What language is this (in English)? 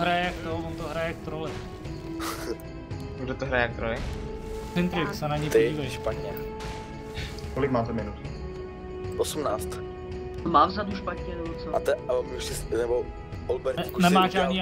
Czech